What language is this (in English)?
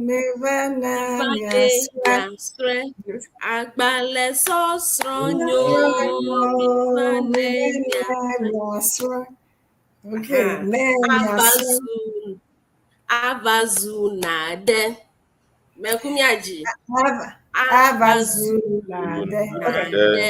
Ewe